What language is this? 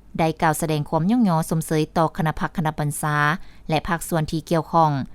Lao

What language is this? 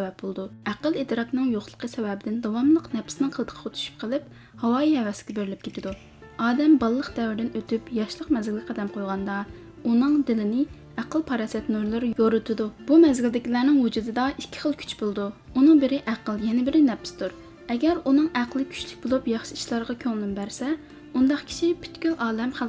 Uyghur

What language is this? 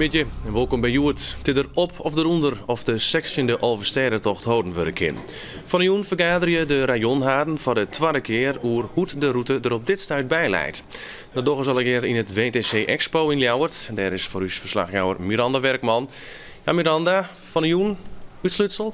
Western Frisian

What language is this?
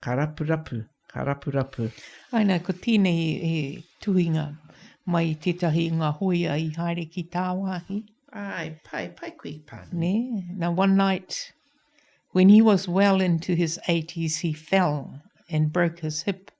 Māori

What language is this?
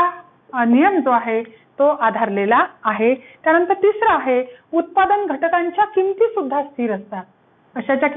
Marathi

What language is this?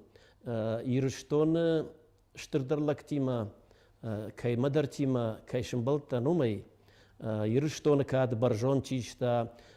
Ossetic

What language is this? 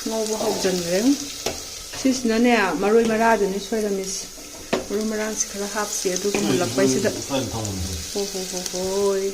Manipuri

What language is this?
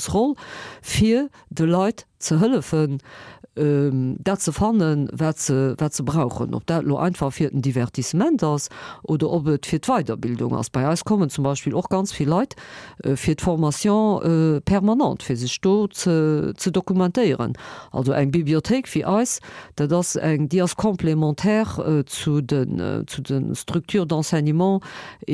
Luxembourgish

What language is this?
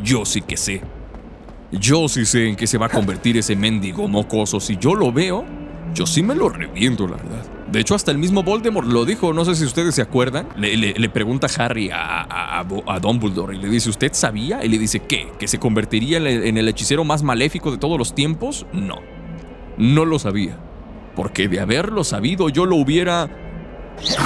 Spanish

